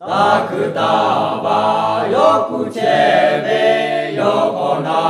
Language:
Lahu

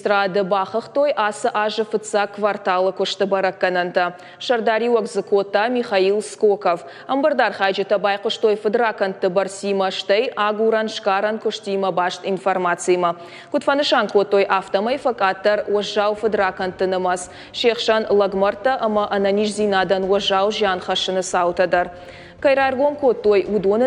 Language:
Ossetic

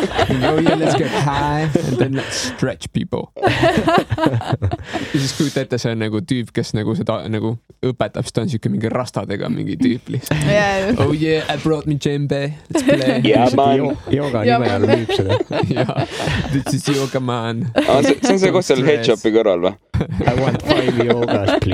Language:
Estonian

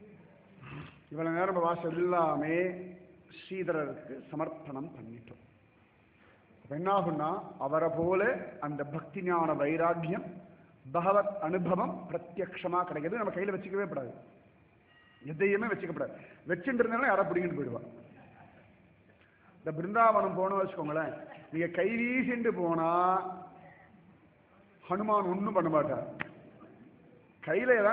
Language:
Tamil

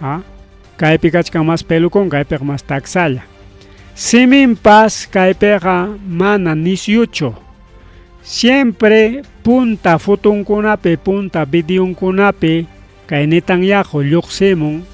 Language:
Ayacucho Quechua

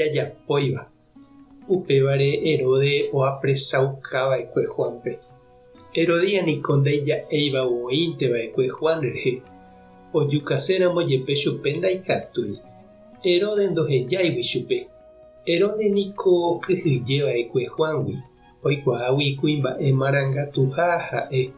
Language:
Guarani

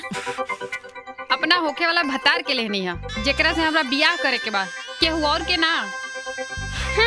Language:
Bhojpuri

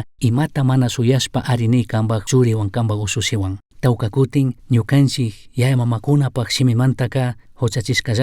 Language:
Chimborazo Highland Quichua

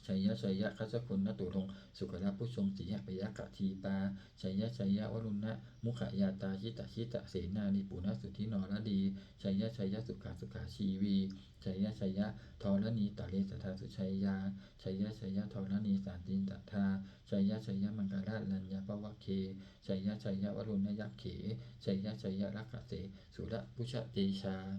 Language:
Pali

